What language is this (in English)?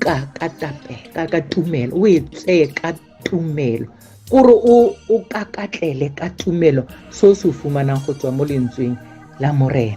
Tswana